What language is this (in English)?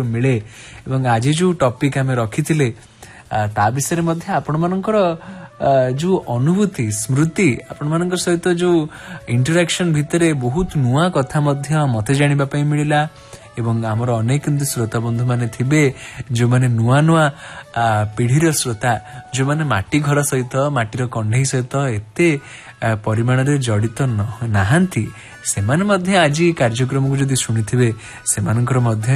Odia